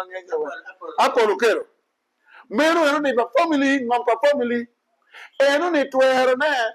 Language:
Acoli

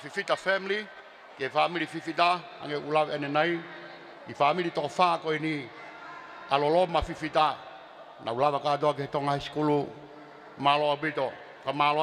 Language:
Tongan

